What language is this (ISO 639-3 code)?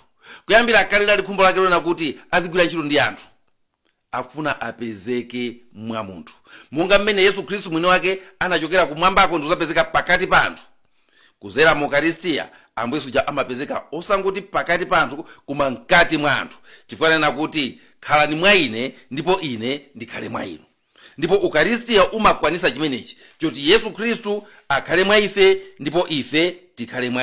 nya